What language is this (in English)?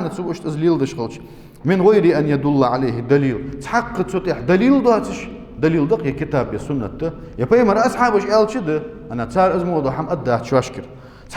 Ingush